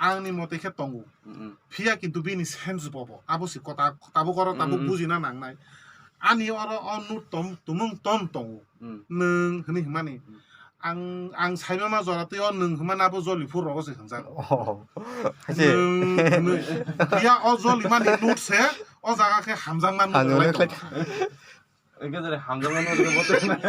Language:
Kok Borok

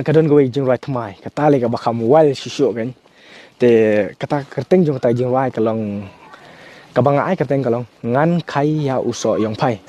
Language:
Khasi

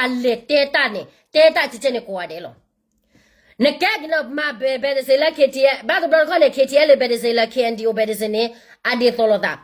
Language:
S'gaw Karen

